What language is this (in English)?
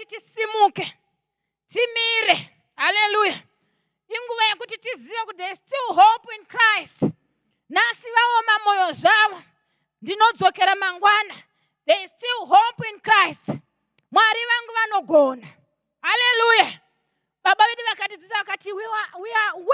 Shona